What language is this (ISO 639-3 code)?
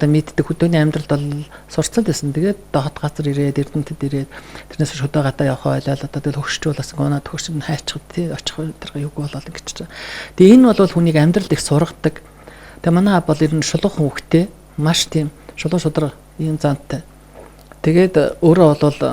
mon